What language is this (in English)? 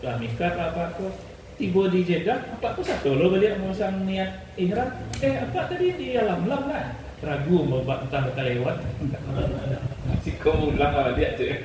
Minangkabau